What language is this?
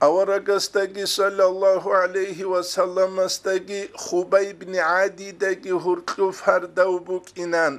Avaric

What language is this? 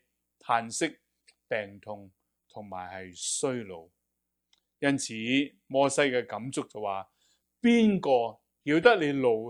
Cantonese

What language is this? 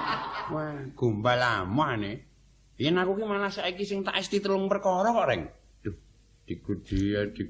Javanese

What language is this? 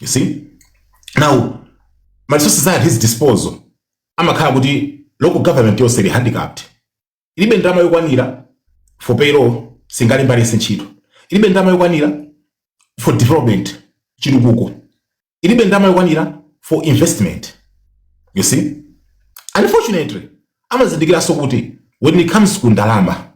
Nyanja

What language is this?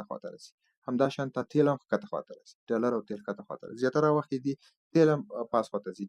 Pashto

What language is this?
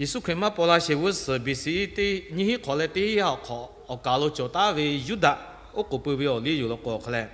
Lahu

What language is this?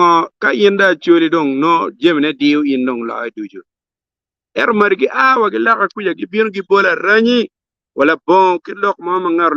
Acoli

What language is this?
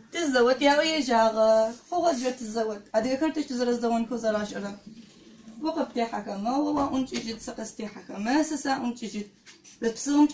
Adyghe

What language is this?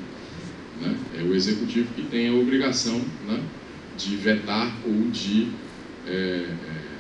Portuguese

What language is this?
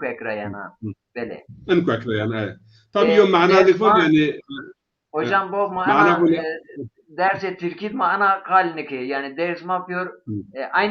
Zaza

